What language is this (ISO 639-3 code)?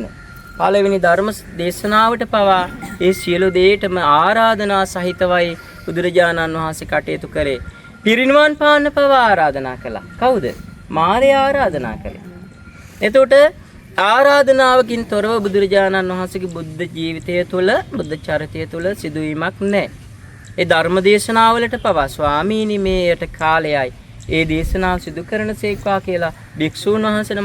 sin